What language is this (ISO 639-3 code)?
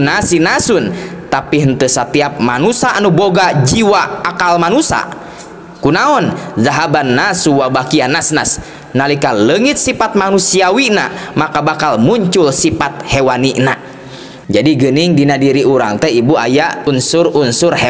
sun